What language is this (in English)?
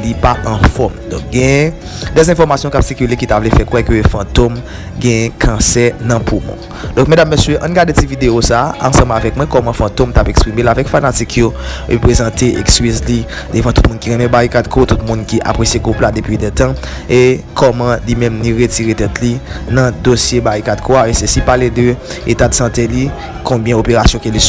Haitian Creole